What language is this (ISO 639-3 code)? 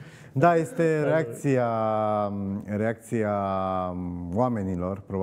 ron